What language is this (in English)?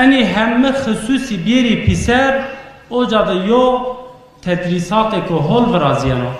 Zaza